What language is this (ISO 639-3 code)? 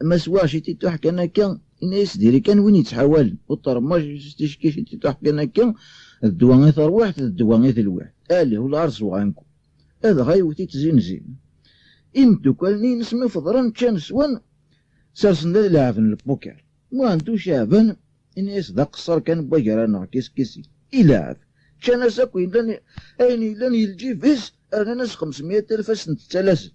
kab